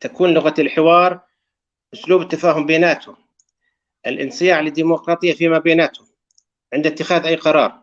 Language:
North Levantine Arabic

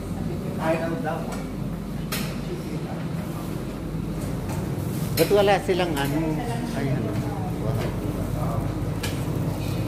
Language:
Filipino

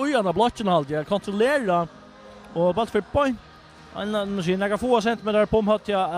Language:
Faroese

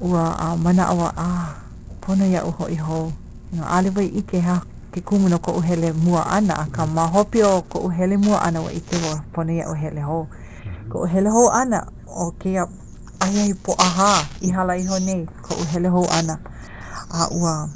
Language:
Hawaiian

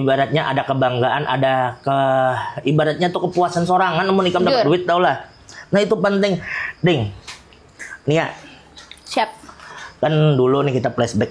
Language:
Banjar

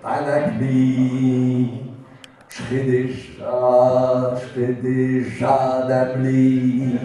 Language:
Picard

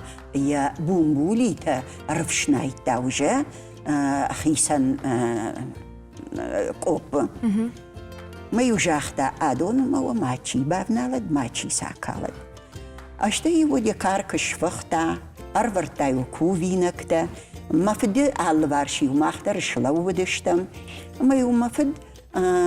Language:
Ossetic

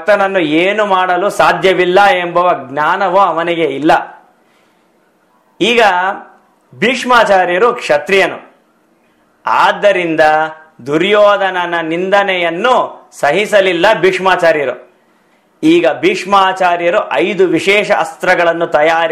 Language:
Kannada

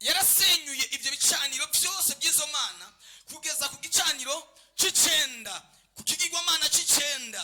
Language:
Rundi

